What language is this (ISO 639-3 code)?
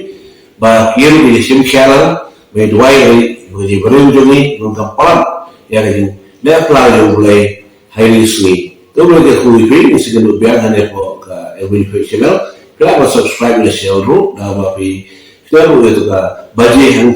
kha